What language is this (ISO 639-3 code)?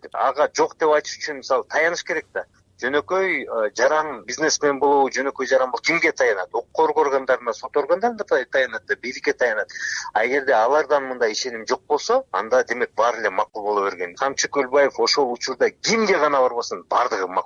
kir